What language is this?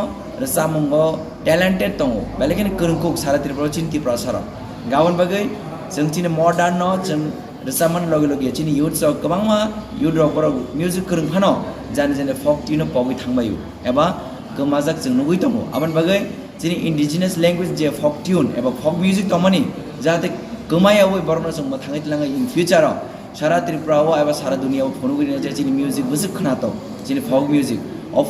Riang (India)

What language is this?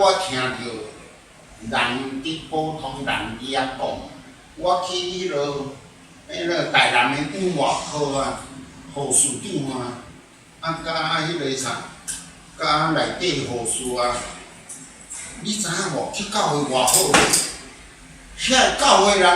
Min Nan Chinese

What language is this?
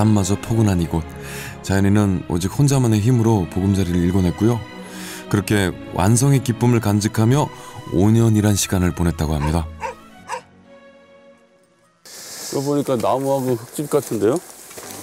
Korean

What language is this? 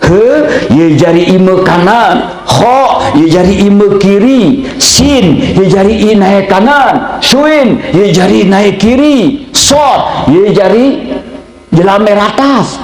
Sasak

